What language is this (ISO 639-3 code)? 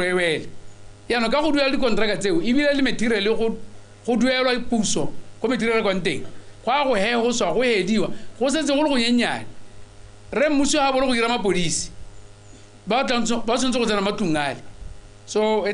tsn